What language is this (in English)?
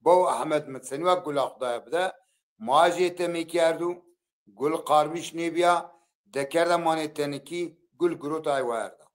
Zaza